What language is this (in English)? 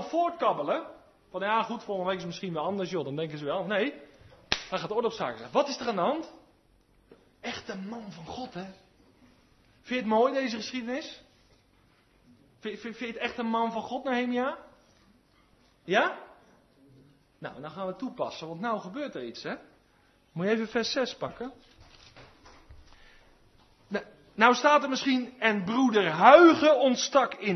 Dutch